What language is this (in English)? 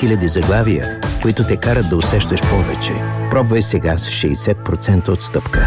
Bulgarian